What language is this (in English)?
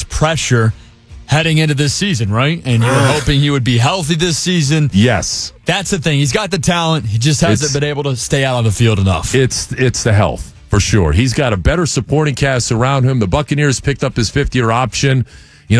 English